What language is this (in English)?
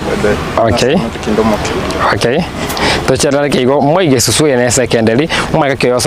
Gusii